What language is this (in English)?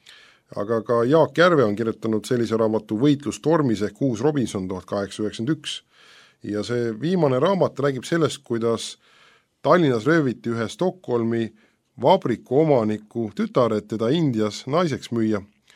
Estonian